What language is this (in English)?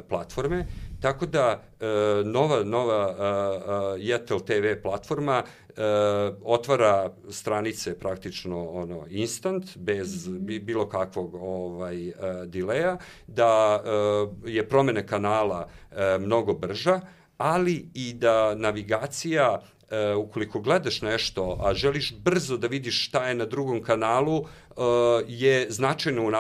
Serbian